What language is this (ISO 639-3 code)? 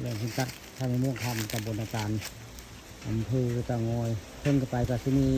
tts